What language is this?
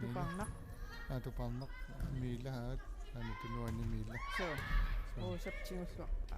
Kalaallisut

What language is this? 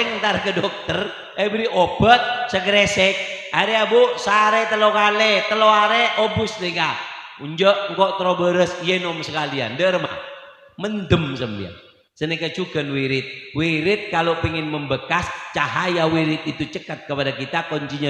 Madurese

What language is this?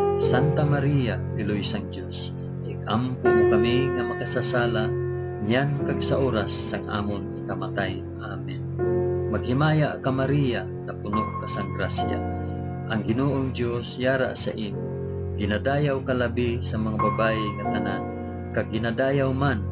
Hiligaynon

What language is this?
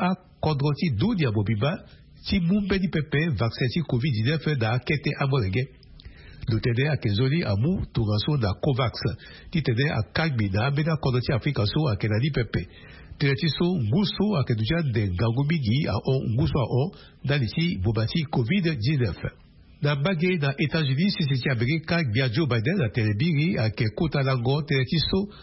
Sango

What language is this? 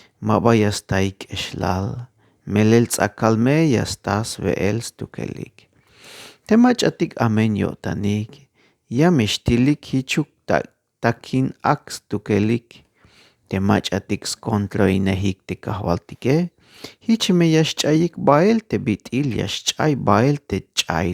Tzeltal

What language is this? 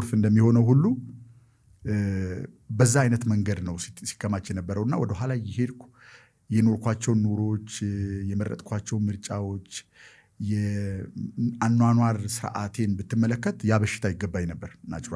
Amharic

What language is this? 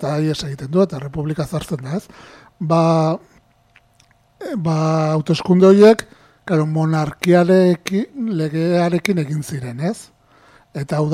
Basque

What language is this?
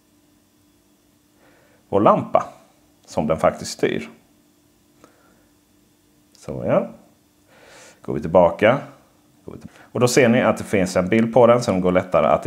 Swedish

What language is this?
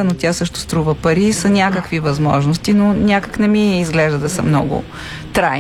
Bulgarian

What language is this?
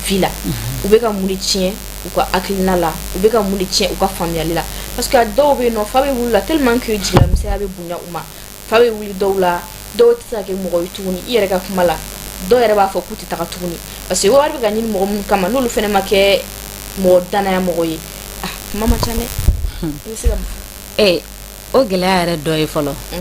Bambara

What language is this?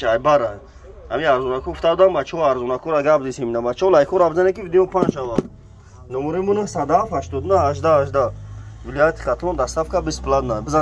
Tajik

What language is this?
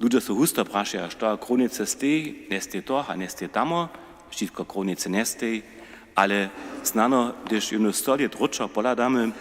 Upper Sorbian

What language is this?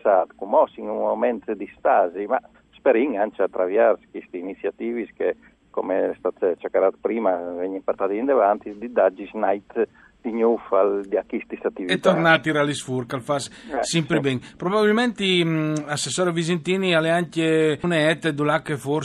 Friulian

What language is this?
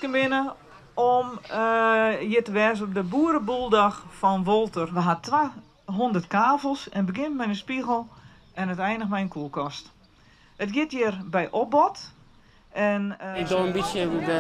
Western Frisian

